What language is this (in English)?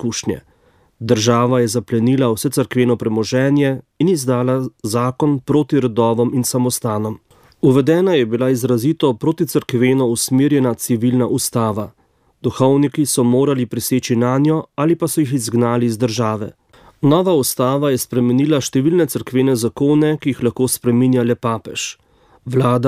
Slovenian